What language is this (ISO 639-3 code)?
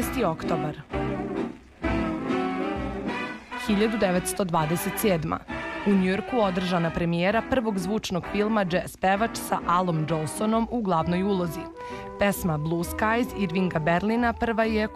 srp